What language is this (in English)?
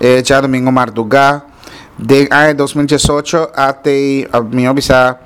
Papiamento